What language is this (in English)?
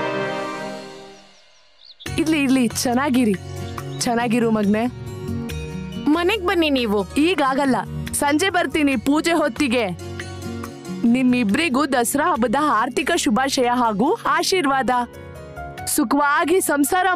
Kannada